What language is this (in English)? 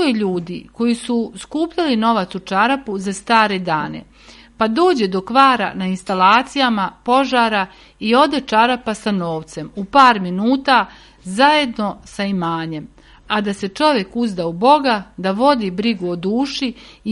Serbian